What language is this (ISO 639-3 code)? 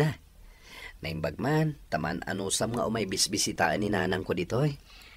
ilo